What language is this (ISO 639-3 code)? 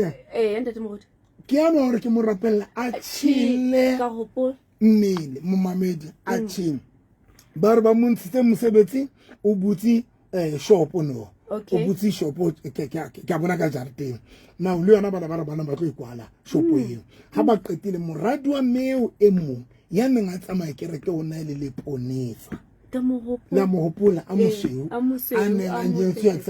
sot